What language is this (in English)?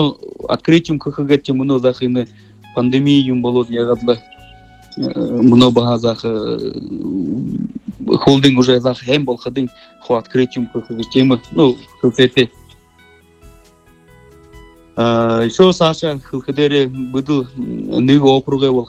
Buriat